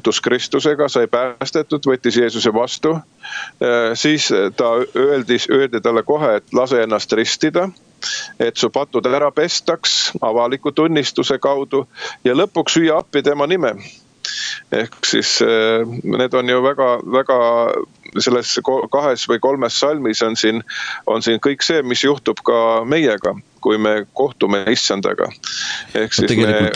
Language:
Estonian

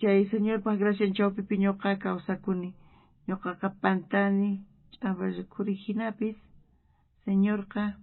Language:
South Bolivian Quechua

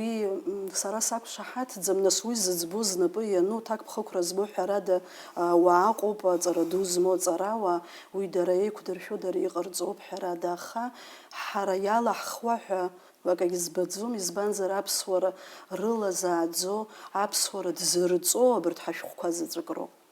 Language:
Abkhazian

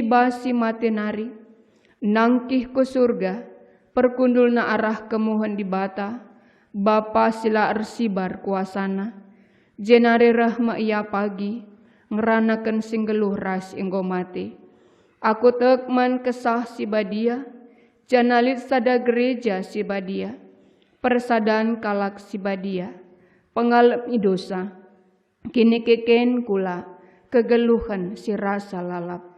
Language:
Batak Karo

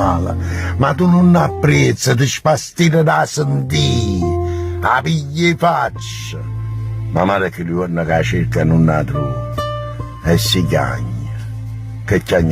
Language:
Neapolitan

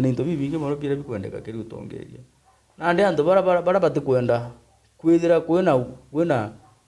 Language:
Meru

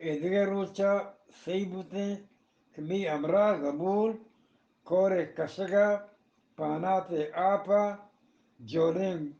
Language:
Eastern Balochi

